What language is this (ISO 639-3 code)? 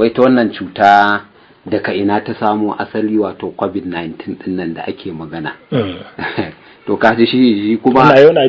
hau